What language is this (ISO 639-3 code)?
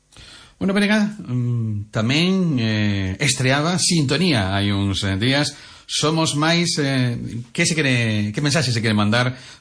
glg